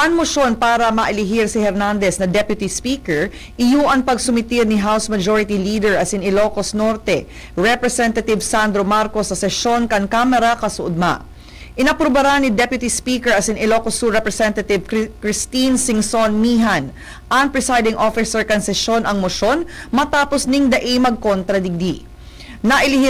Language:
Bikol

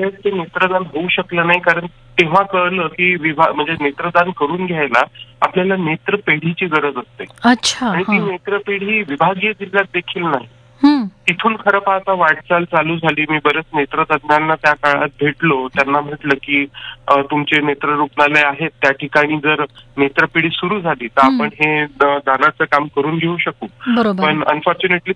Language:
Marathi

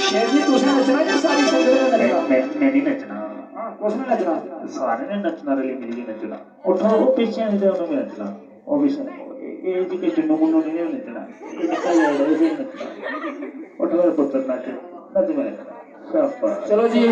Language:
Dogri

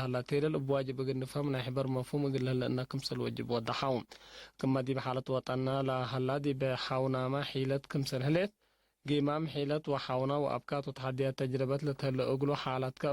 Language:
Tigre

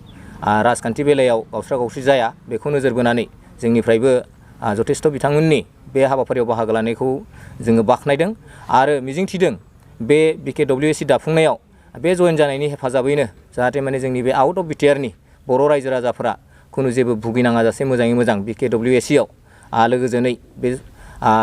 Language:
Bodo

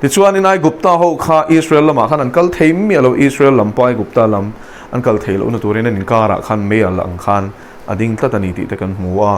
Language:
Mizo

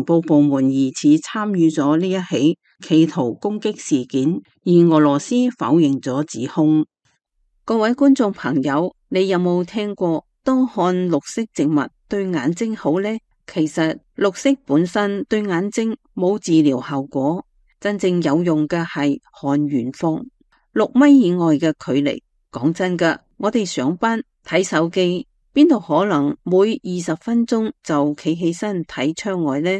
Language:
Cantonese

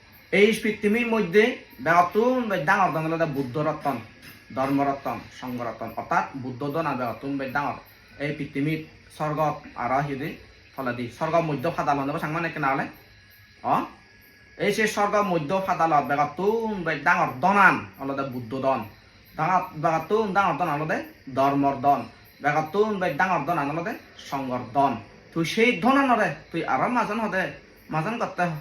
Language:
Chakma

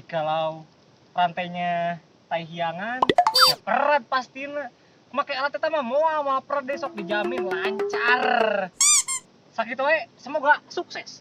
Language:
Sundanese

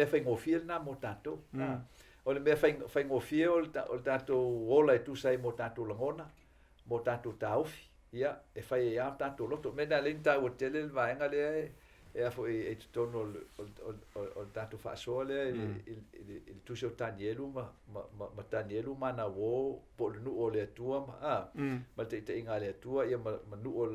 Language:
Samoan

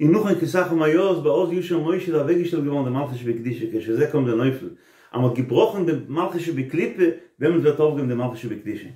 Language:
Yiddish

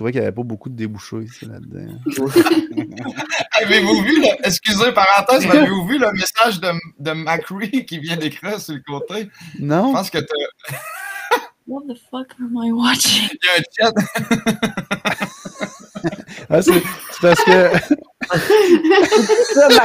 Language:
French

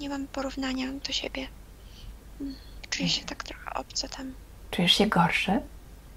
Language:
Polish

